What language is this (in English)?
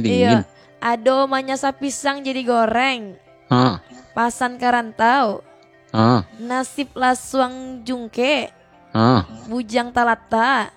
Minangkabau